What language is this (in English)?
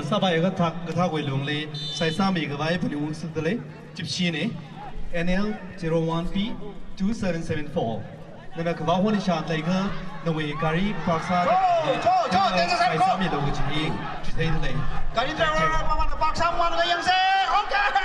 Tangkhul Naga (India)